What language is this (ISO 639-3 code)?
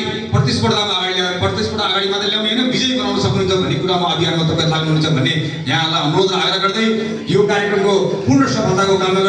nep